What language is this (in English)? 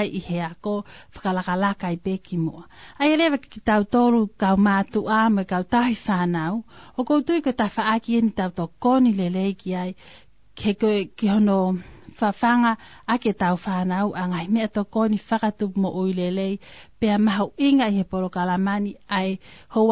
Tongan